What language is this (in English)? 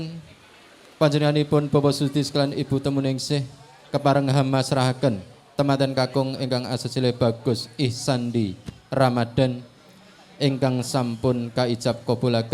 Javanese